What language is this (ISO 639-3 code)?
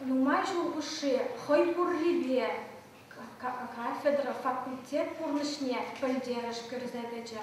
chv